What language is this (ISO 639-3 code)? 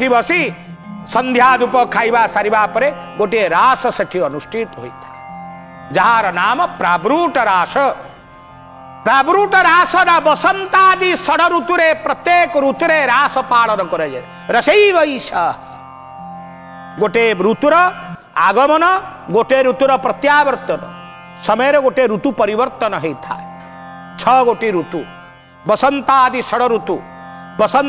ori